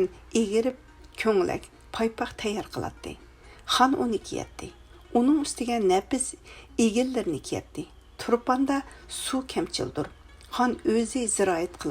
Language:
Uyghur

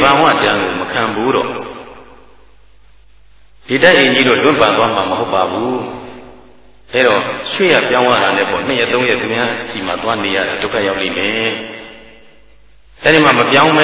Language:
Burmese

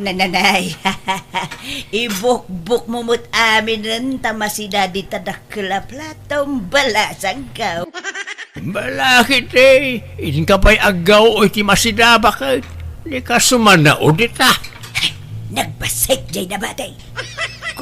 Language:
Iloko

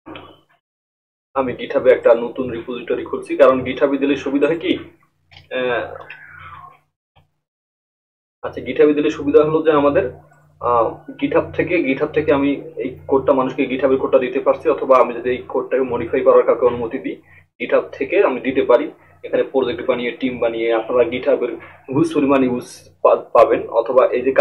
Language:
Bangla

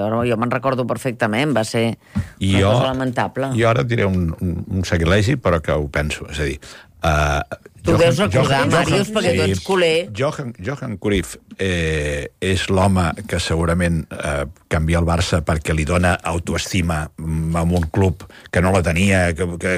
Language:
Catalan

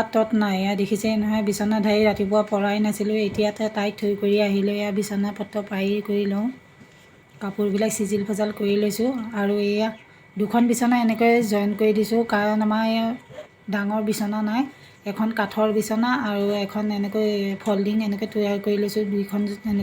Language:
Assamese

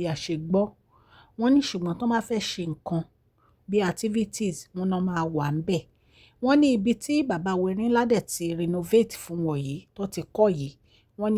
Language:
Yoruba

